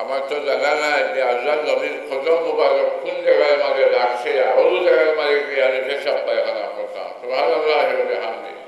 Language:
Sylheti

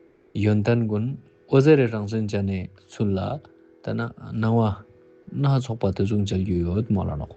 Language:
Ladakhi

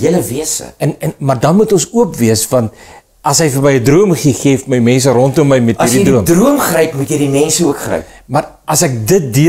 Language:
Afrikaans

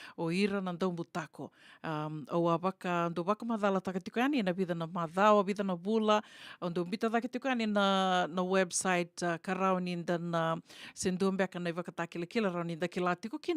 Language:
Fijian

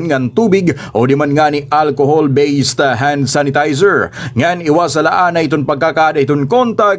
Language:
Waray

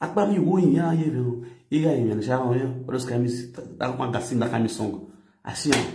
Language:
Nigerian Pidgin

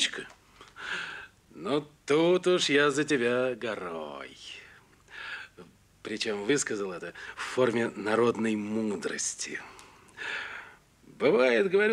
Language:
Russian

